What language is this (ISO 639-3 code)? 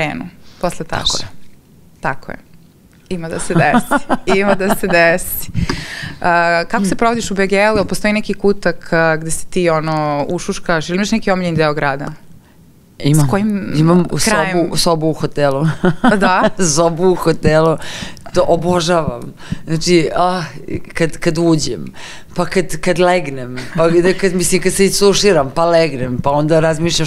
srp